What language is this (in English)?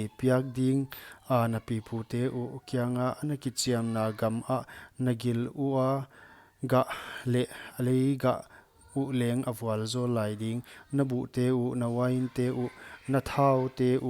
Paite Chin